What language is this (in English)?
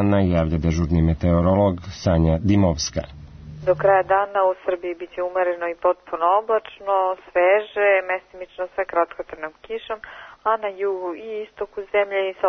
Serbian